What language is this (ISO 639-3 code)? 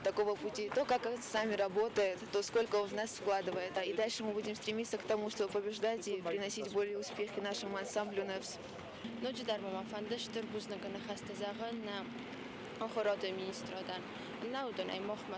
oss